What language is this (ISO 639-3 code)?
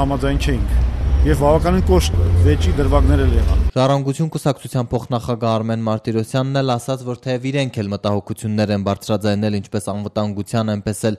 hye